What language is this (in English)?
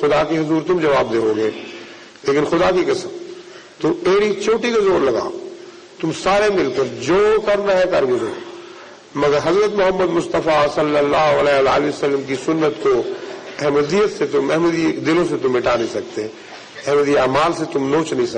Urdu